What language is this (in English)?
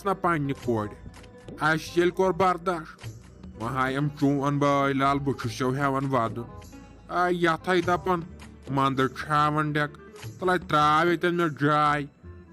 Kashmiri